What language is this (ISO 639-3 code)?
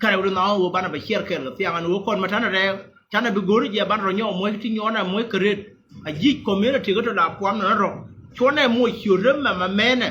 nus